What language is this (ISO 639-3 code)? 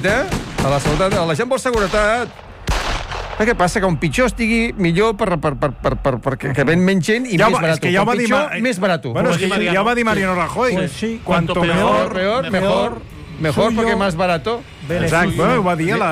cat